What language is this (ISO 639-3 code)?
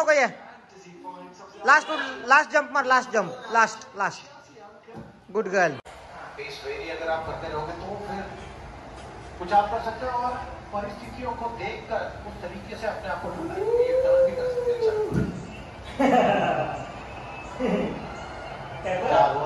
mar